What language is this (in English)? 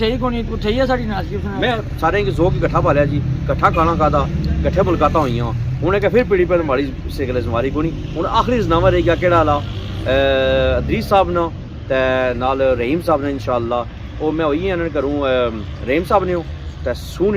Pahari-Potwari